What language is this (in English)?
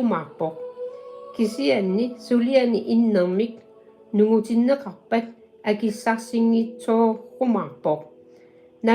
Kalaallisut